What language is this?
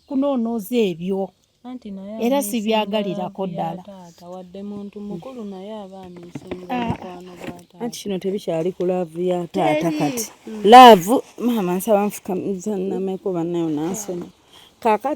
Ganda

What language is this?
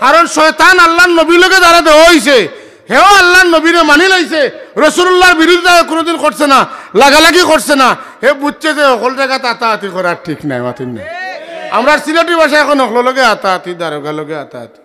Sylheti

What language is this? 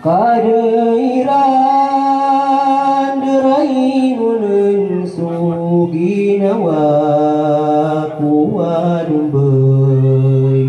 Maranao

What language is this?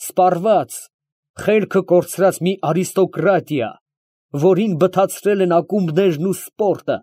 Armenian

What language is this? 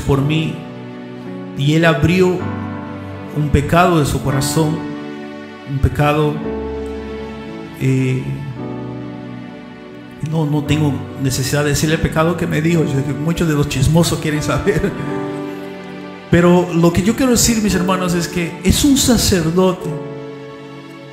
Spanish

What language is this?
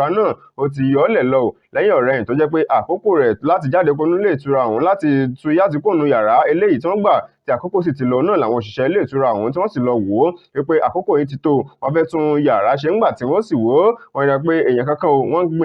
Yoruba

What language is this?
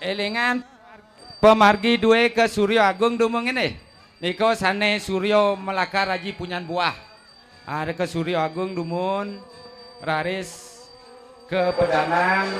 Balinese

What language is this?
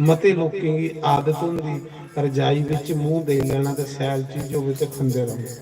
Dogri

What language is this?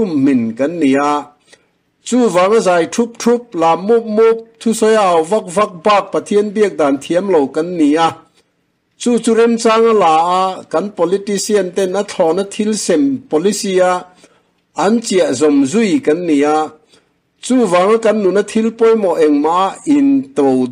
Mizo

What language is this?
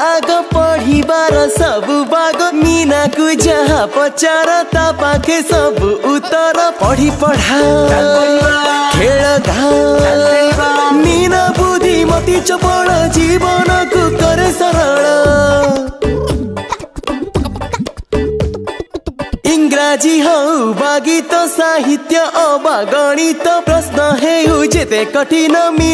Odia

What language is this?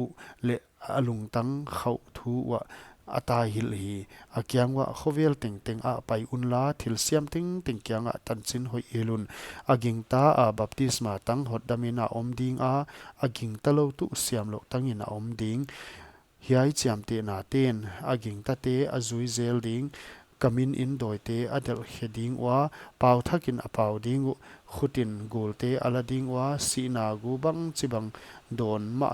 Paite Chin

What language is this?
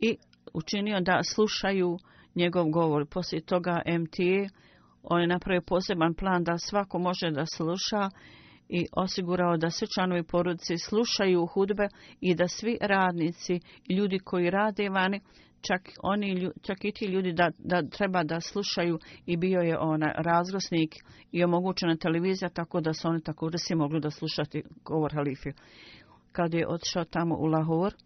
Bosnian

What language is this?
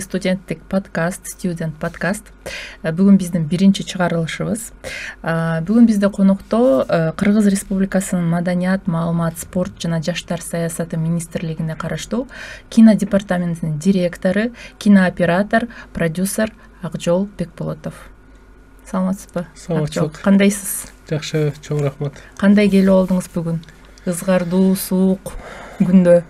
Kyrgyz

